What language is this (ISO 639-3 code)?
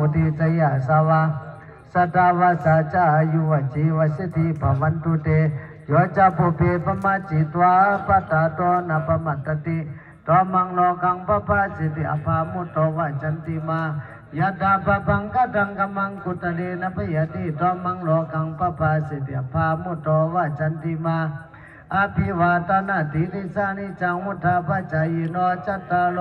pli